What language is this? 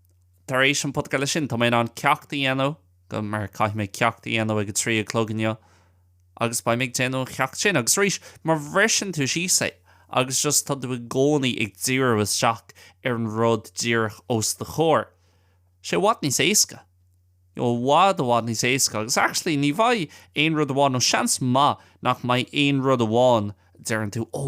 Irish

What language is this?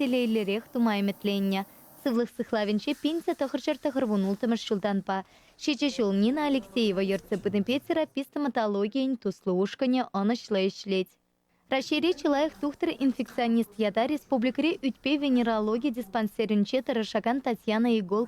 Chuvash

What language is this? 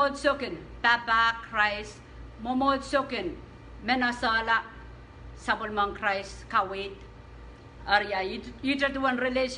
Pohnpeian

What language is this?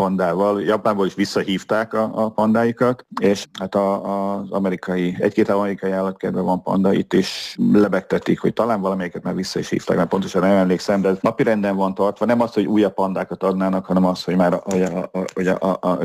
Hungarian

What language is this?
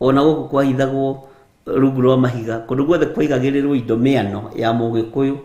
Kikuyu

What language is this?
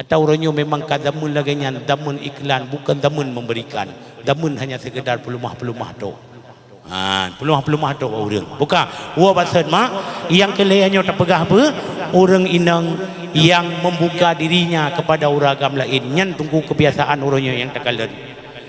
Achinese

